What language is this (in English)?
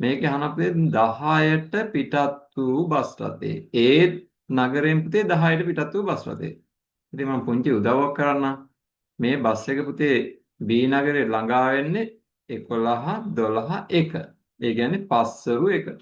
Sinhala